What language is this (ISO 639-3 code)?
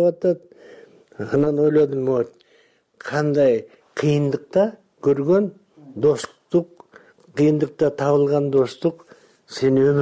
kir